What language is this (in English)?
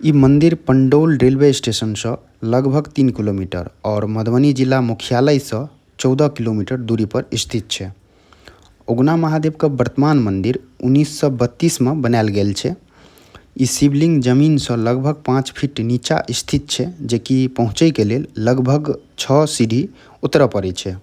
Maithili